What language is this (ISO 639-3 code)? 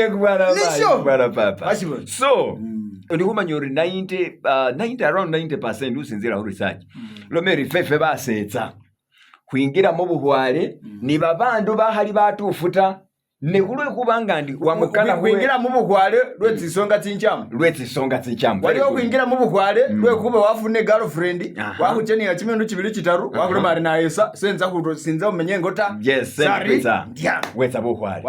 myx